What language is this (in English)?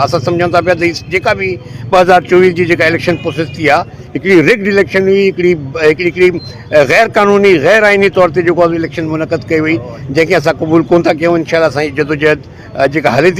Sindhi